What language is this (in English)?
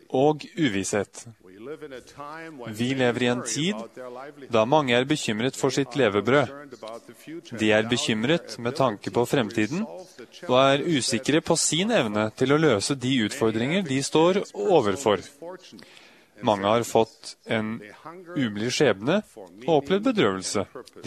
Norwegian